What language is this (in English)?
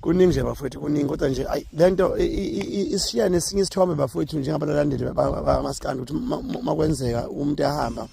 Zulu